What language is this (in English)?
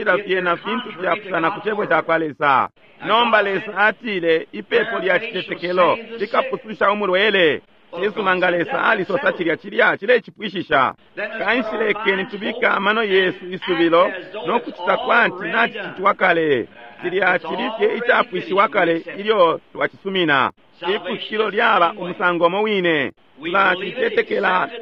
Bemba